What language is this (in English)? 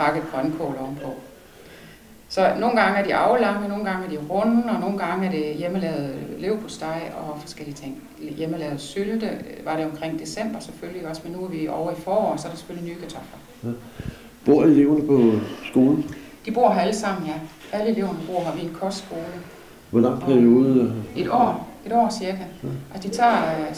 Danish